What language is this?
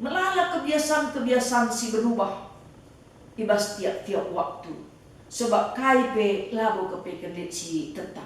Batak Karo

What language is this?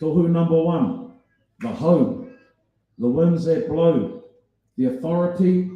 Māori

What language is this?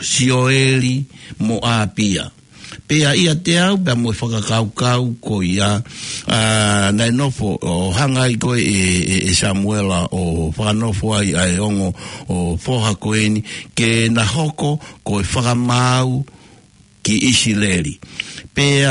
Tongan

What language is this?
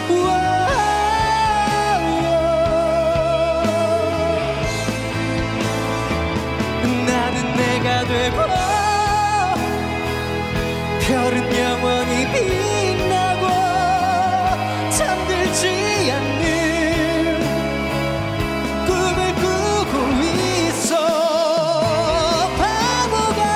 Korean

